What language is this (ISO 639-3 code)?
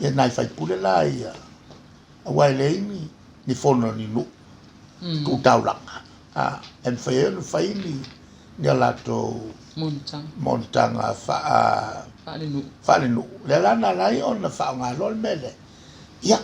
smo